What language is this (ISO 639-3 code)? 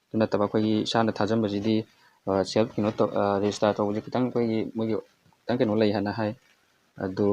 mni